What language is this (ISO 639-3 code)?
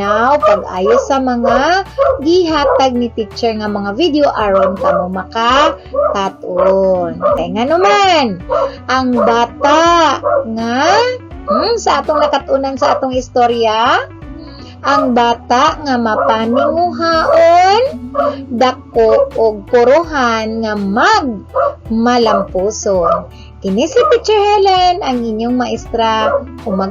ceb